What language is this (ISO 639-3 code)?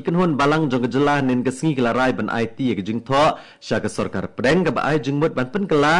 kha